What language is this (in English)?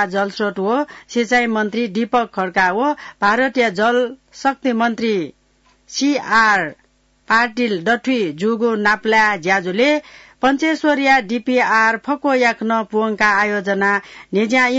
Newari